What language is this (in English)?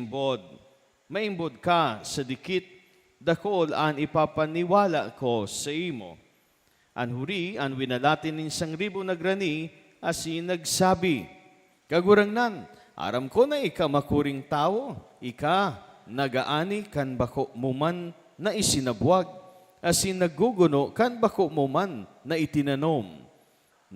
Bikol